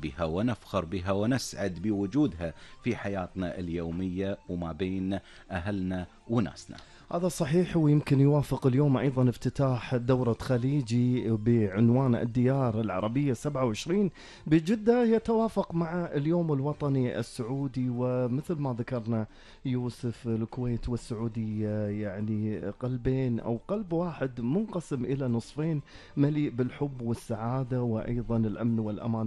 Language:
Gulf Arabic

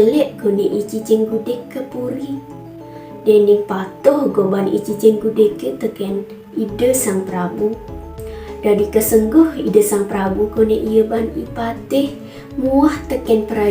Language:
Balinese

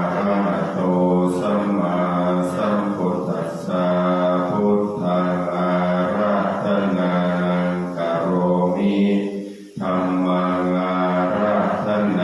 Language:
Pali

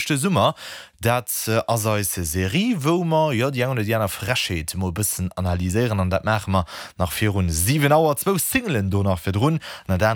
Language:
Luxembourgish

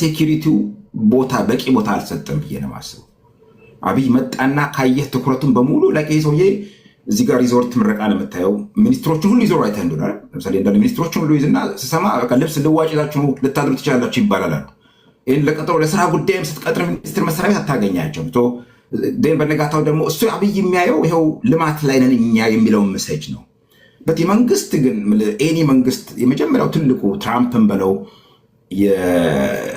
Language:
Amharic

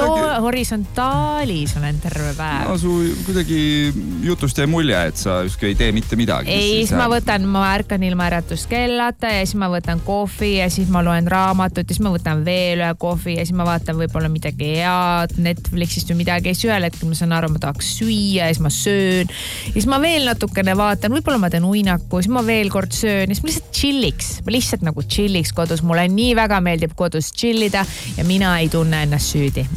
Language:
Estonian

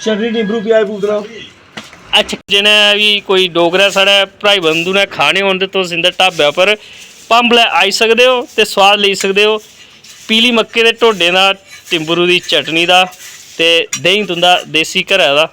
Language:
Dogri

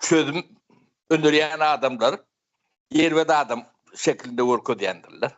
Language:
Turkmen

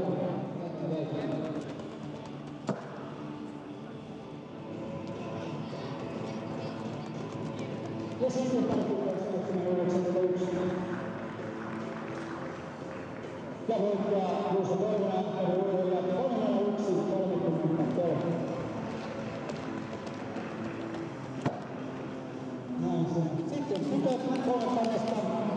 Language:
Finnish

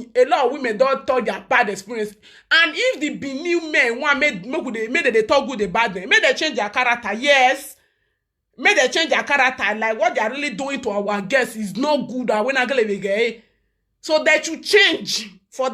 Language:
Nigerian Pidgin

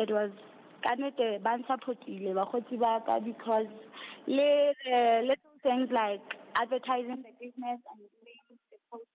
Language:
Southern Sotho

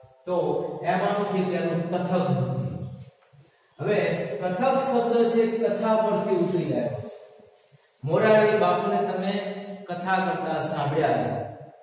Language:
Gujarati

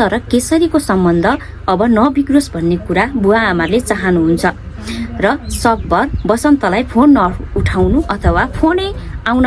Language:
Nepali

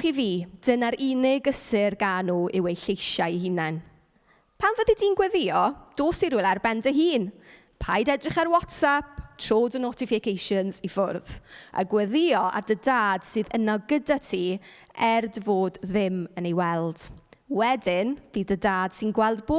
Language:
Welsh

